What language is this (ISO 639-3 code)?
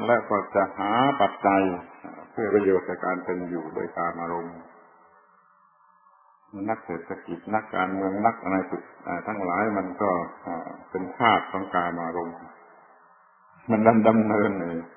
tha